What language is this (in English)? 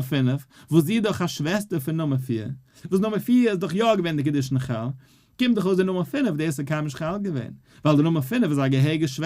Yiddish